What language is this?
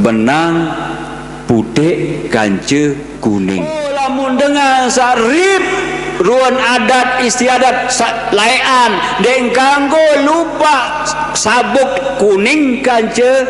Sasak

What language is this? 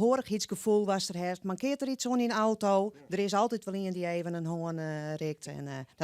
Western Frisian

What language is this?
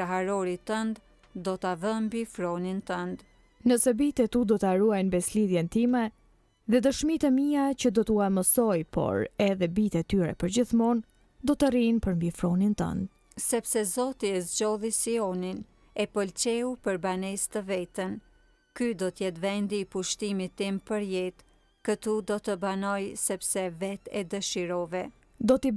Albanian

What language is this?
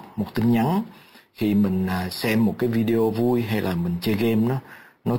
Vietnamese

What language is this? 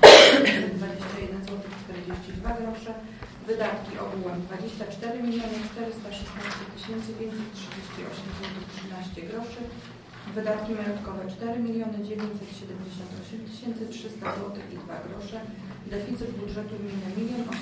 Polish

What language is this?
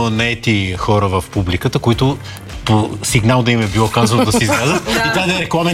Bulgarian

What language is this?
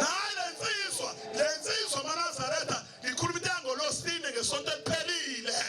Zulu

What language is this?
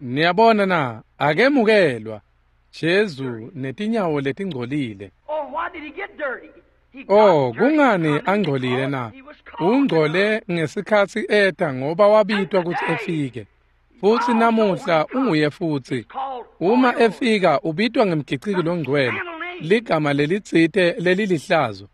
Swati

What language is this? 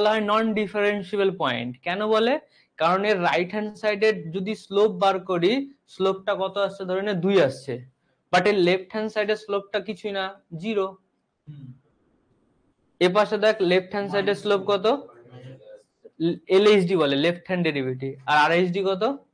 Bangla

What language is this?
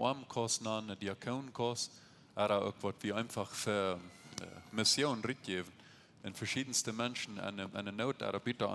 Plautdietsch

